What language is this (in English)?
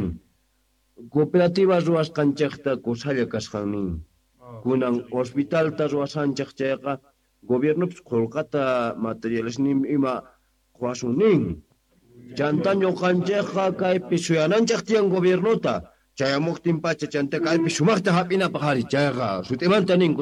Quechua